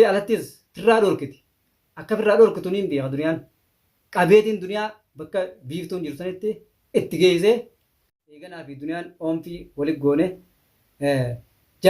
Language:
Oromo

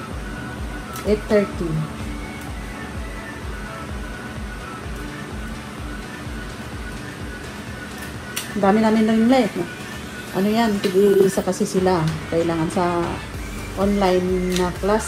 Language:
Filipino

